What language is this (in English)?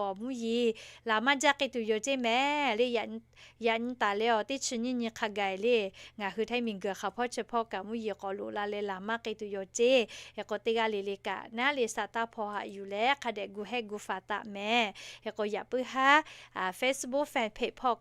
Lahu